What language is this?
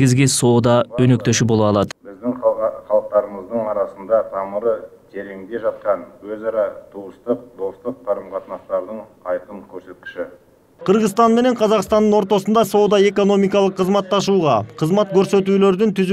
Kyrgyz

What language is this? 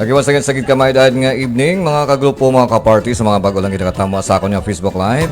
Hiligaynon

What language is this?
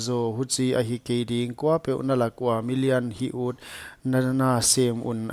Paite Chin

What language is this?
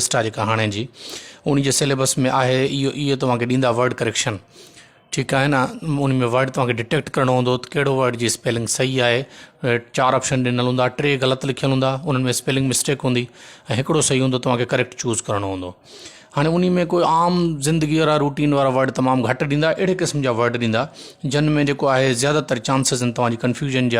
Sindhi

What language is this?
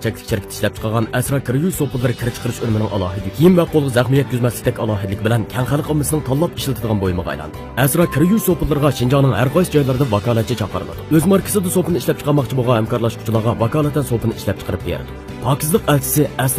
Uyghur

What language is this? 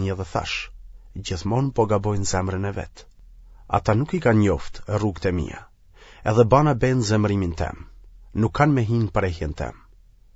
Albanian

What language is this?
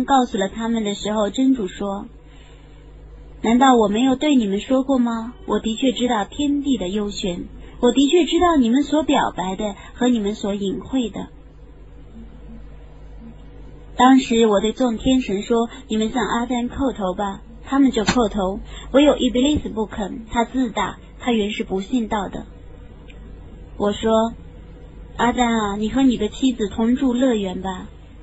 Chinese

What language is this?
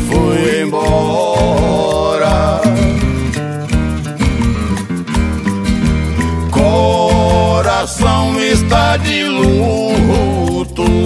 Portuguese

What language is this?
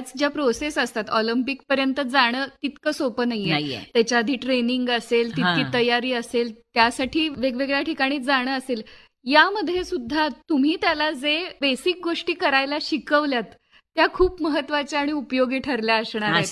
Marathi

